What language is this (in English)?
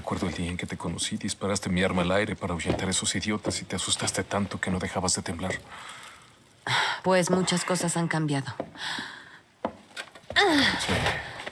Spanish